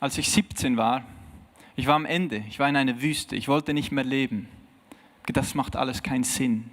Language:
Swiss German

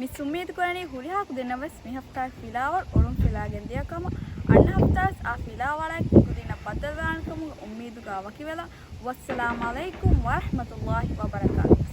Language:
Divehi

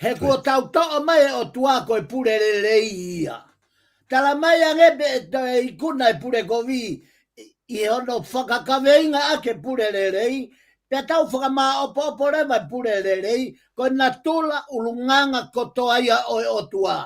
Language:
Tongan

